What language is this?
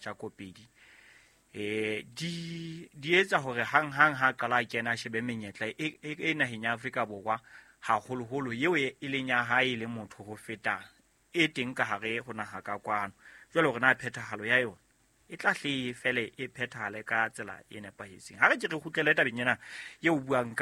Southern Sotho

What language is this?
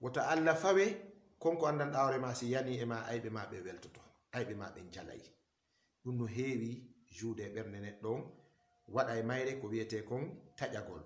Fula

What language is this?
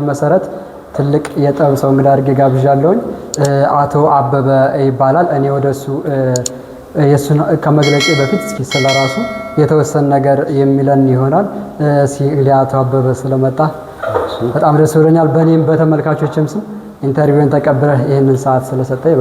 Amharic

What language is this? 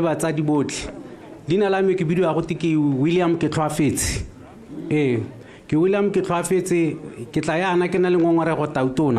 Tswana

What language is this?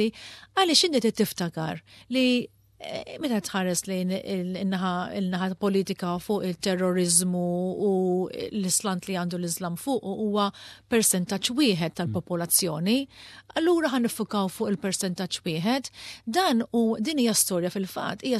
Maltese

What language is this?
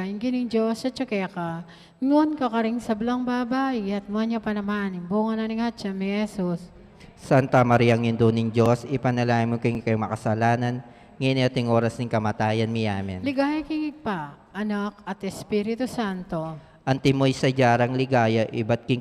Pampanga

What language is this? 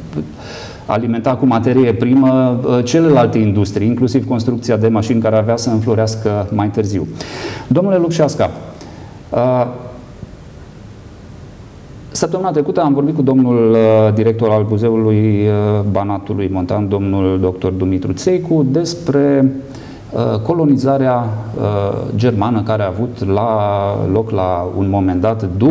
Romanian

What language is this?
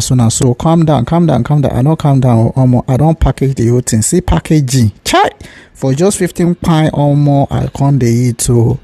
Nigerian Pidgin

